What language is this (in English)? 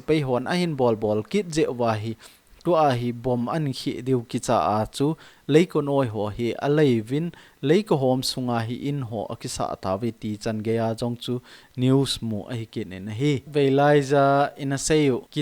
Thado Chin